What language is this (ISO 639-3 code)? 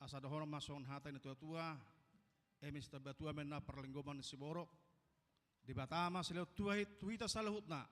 bbc